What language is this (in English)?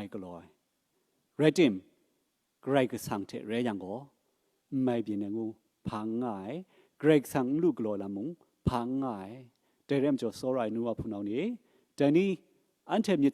Kachin